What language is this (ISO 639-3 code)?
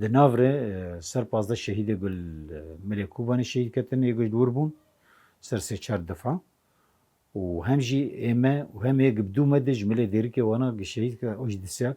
kur